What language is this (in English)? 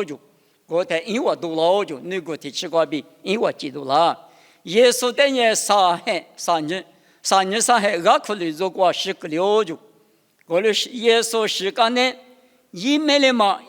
Lisu